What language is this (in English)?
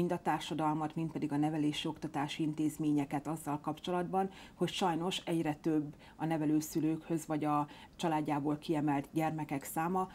Hungarian